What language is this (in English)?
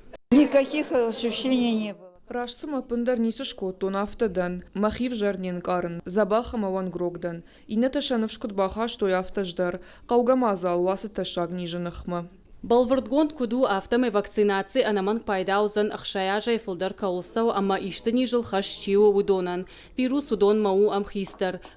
Ossetic